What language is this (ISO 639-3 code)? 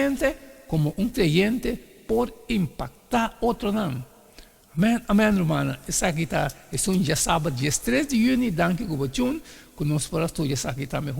pap